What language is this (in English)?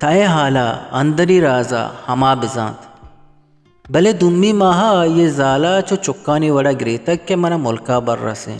Eastern Balochi